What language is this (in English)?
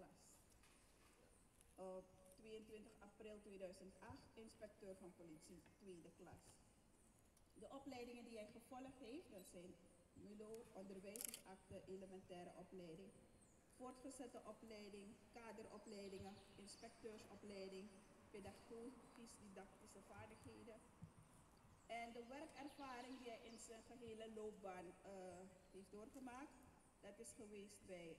Dutch